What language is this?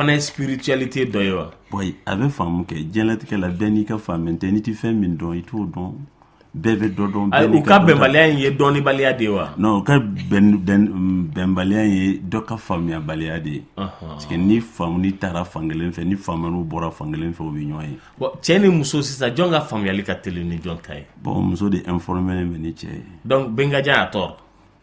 Bambara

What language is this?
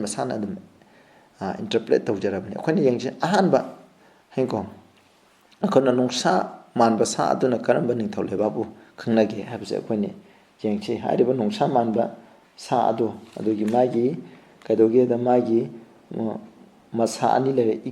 Manipuri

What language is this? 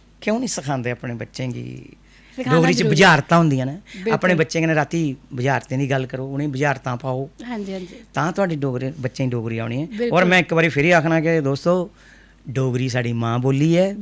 Dogri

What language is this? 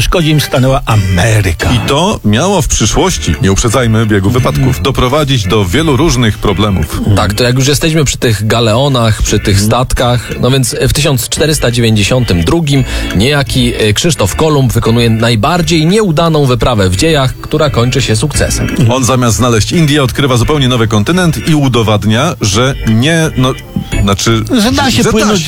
Polish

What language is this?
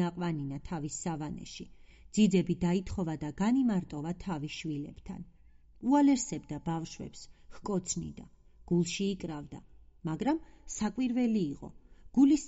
Georgian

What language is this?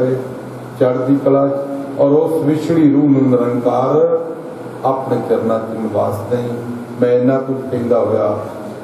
Punjabi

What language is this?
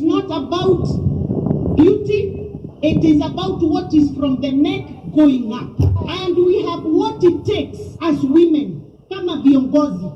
Kamba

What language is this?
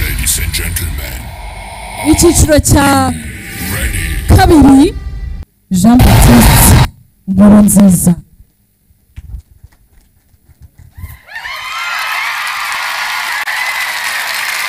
Kinyarwanda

